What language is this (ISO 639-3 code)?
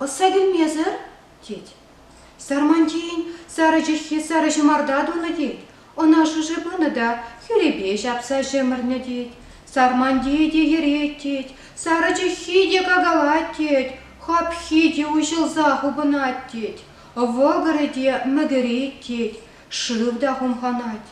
chv